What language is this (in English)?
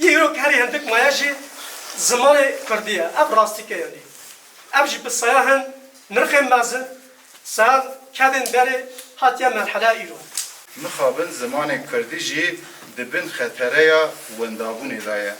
Kurdish